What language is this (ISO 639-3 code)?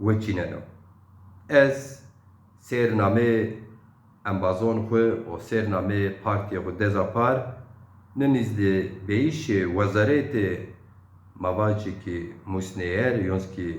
zza